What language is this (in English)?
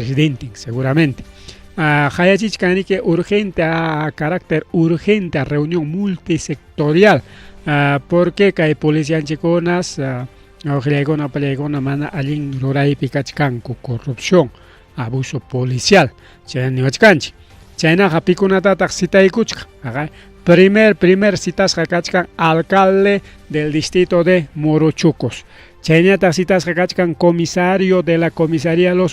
Ayacucho Quechua